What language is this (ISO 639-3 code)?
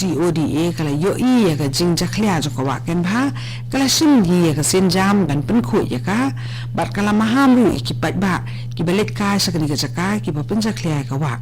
kha